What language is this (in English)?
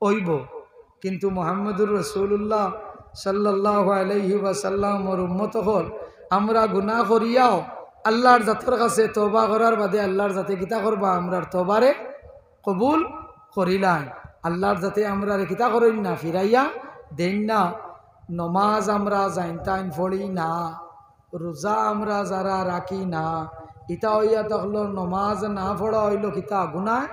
Sylheti